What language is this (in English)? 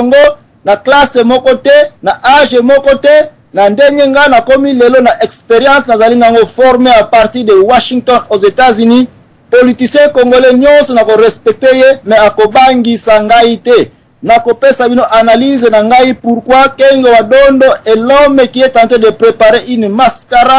Lingala